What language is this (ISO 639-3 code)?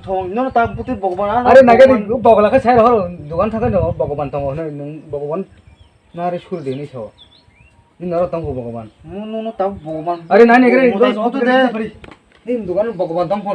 trp